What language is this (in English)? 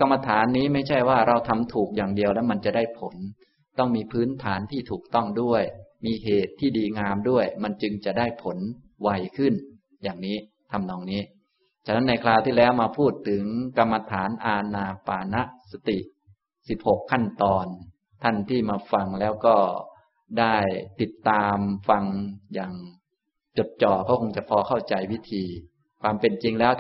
Thai